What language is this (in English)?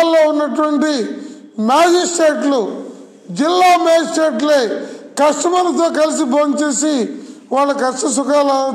Telugu